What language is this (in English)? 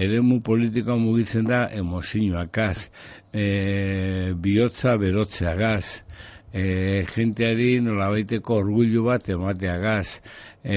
Basque